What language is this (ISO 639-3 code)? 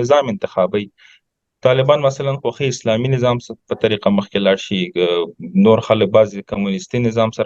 pus